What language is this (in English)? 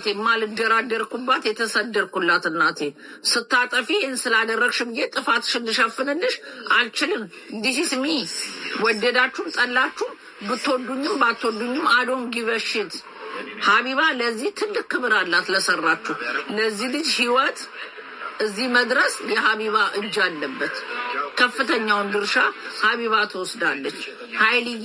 Amharic